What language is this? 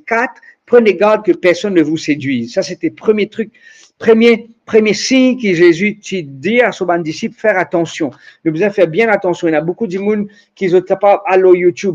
Morisyen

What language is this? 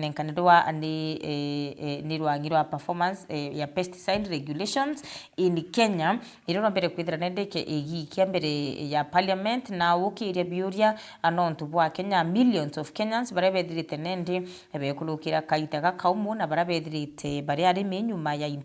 Meru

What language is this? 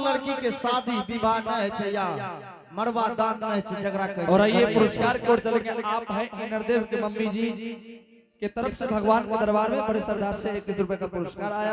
Angika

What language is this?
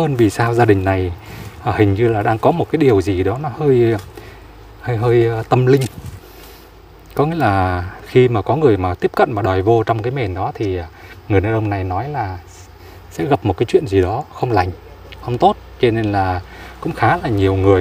Vietnamese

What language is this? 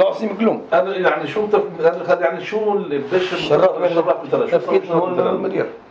North Levantine Arabic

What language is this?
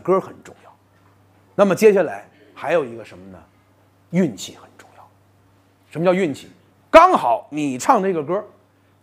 Chinese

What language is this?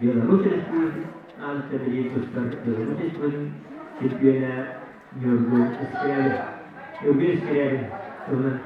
Yakut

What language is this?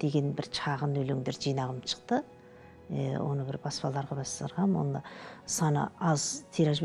Kazakh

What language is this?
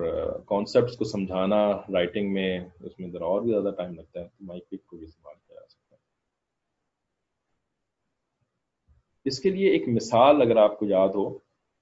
Urdu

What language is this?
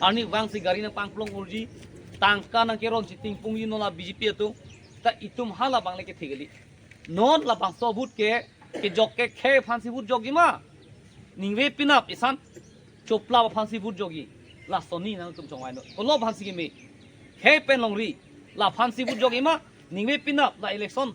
Karbi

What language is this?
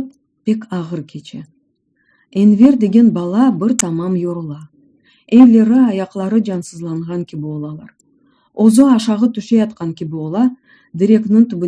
Crimean Tatar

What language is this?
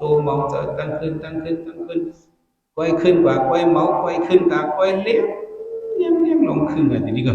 Shan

